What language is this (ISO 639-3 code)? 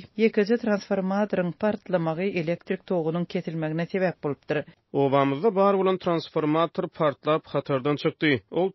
tuk